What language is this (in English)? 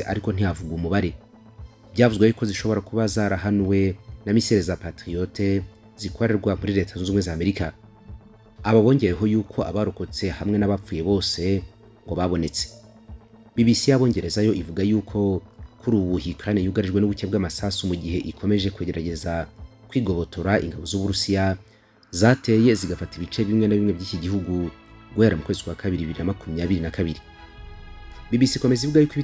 Kinyarwanda